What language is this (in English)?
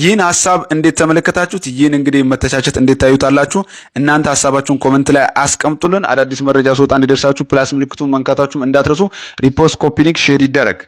Amharic